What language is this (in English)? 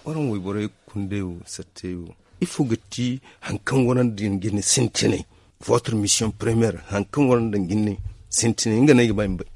Zarma